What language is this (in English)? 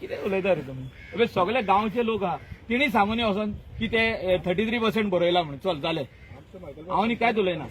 Konkani